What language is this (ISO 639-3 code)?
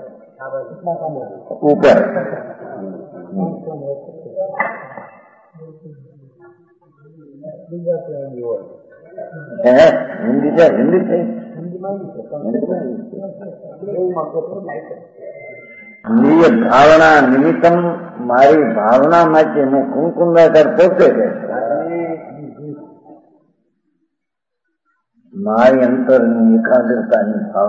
guj